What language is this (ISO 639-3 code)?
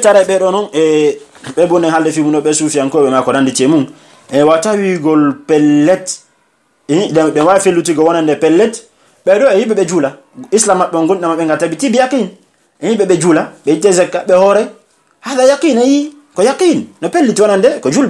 fuf